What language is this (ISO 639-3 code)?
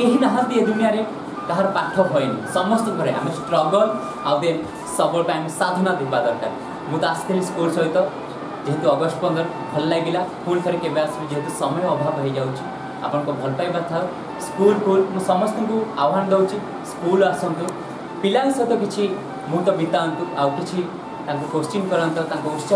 ori